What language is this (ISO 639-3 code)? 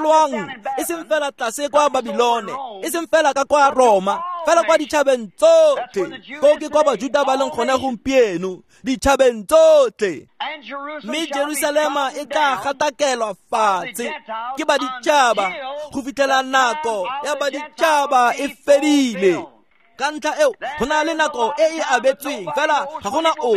tsn